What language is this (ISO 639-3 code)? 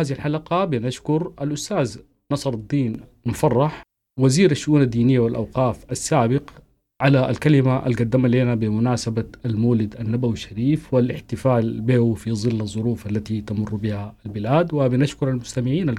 apd